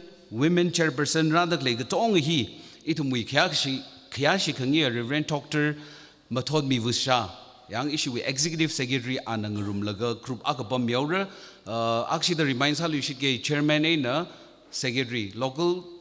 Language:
Tangkhul Naga (India)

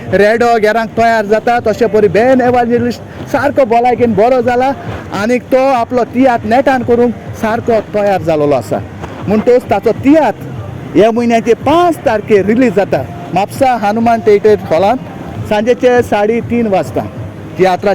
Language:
Konkani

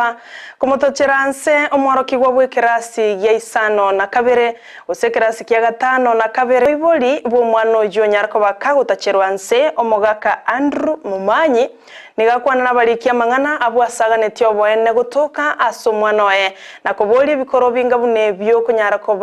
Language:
Gusii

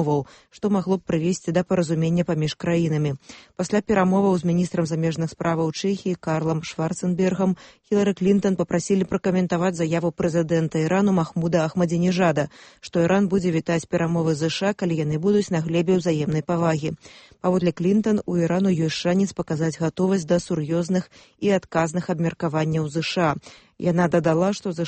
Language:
Belarusian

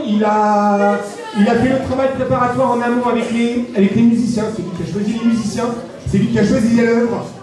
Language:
French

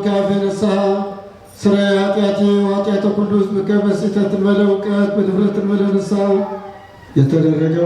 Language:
Amharic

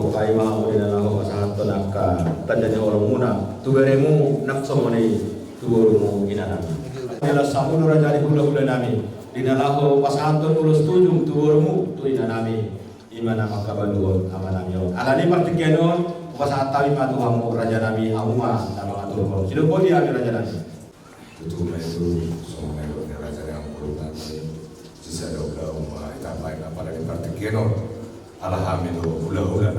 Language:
Batak Toba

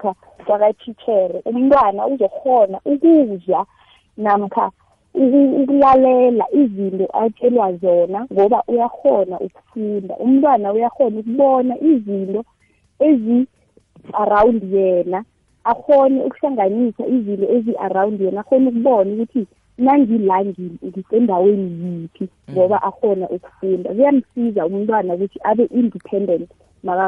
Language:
South Ndebele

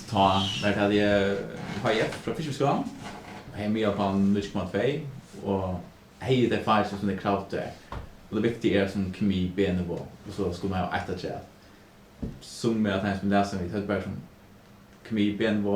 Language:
Faroese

